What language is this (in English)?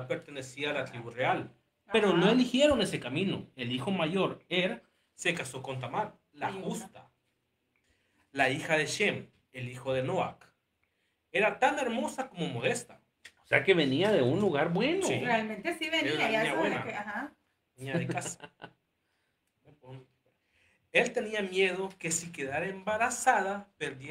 Spanish